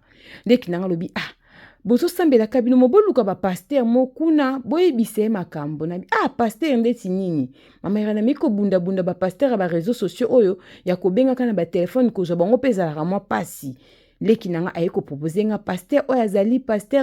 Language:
Lingala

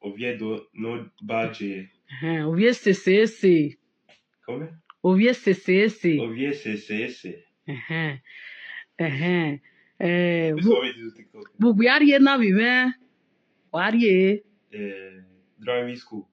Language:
Bini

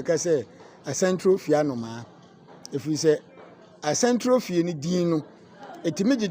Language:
Akan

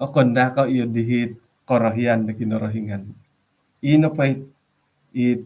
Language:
Central Dusun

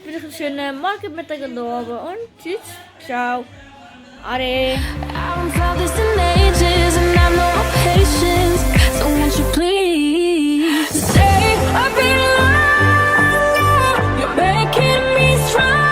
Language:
Swiss German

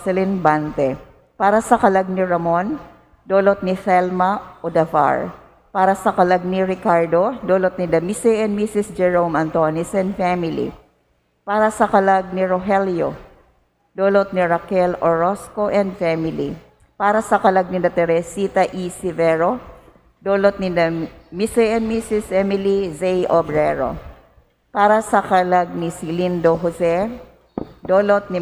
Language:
Bikol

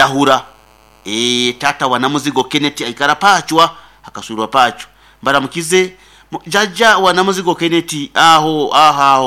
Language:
Nyoro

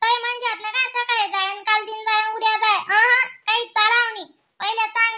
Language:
Khandesi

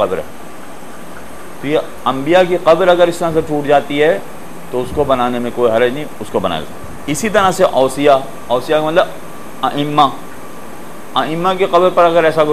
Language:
Urdu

